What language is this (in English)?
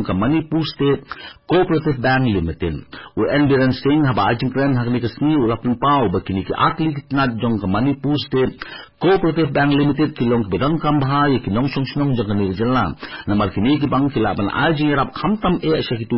Khasi